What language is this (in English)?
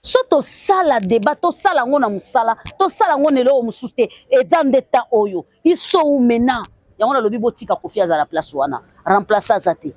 Lingala